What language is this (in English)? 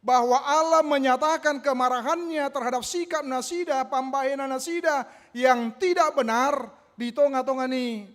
Batak Toba